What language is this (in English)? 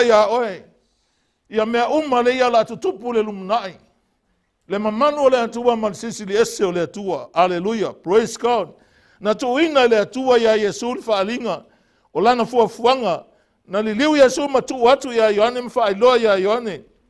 Samoan